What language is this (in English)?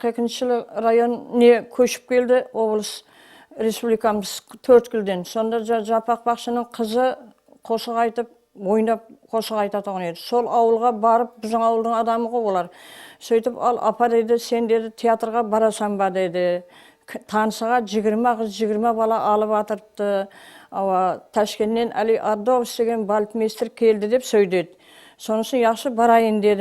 Kara-Kalpak